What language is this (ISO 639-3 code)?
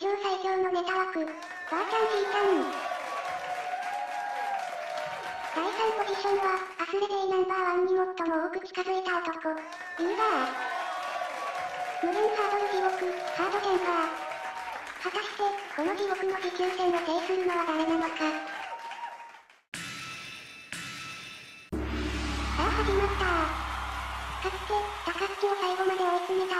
jpn